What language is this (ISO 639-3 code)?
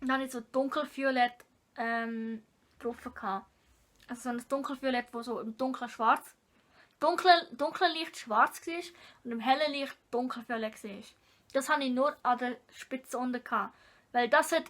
gsw